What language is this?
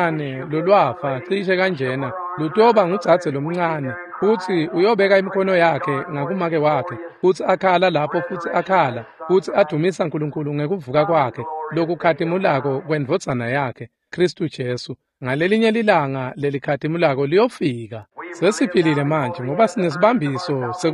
Swati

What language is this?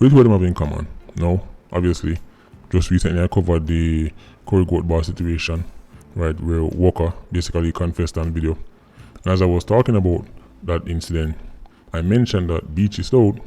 Jamaican Creole English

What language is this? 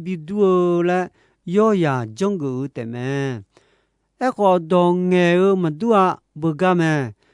Akha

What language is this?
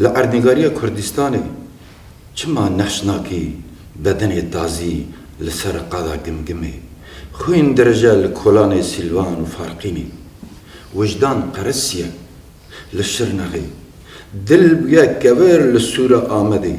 Kurdish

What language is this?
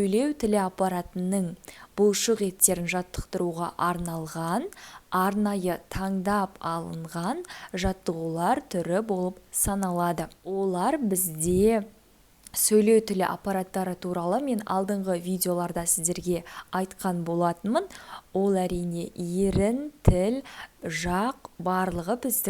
Kazakh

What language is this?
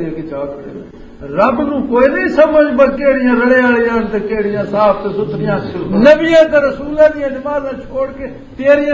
Western Panjabi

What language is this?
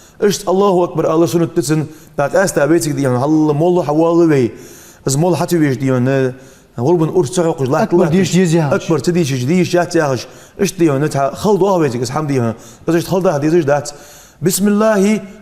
Ingush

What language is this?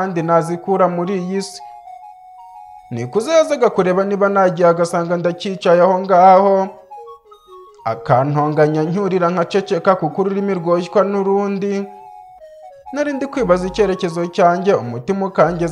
Kinyarwanda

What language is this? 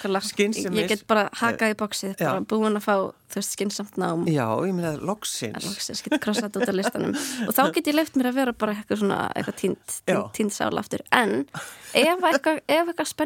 Icelandic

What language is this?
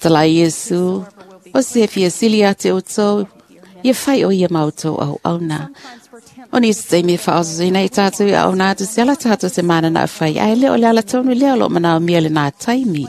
Samoan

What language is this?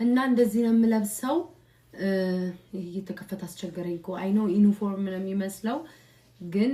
Amharic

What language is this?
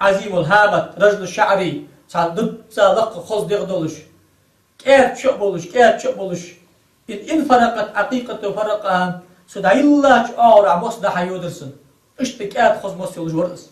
Ingush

